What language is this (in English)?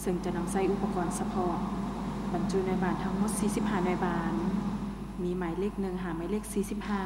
Lao